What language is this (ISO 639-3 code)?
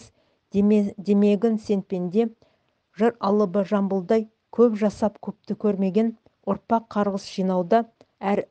kaz